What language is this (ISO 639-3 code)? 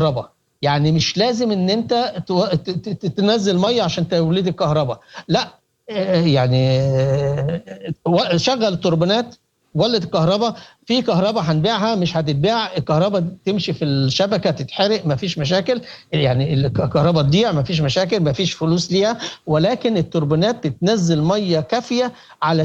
apd